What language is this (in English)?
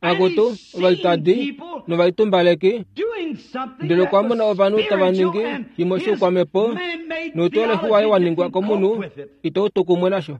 Kuanyama